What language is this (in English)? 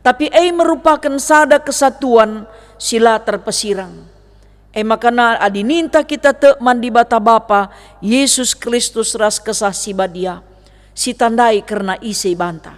Batak Karo